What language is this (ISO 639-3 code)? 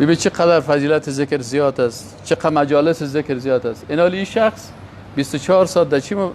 fas